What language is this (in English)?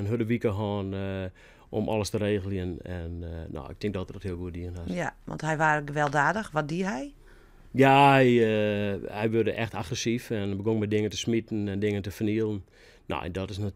Western Frisian